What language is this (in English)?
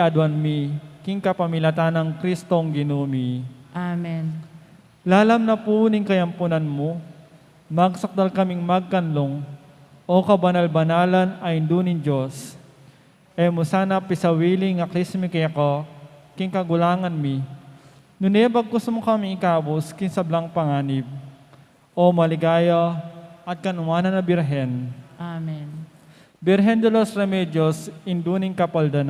Pampanga